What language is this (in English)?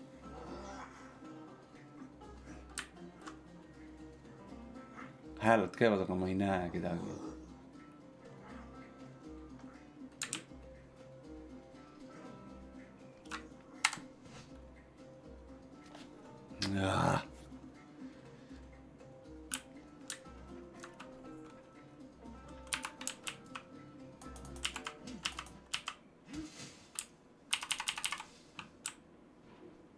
Estonian